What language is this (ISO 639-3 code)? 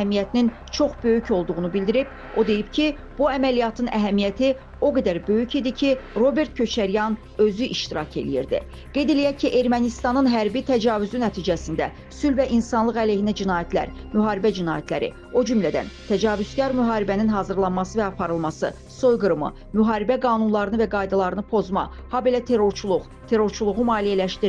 aze